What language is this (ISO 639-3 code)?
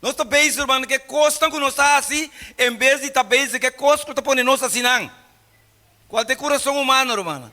pap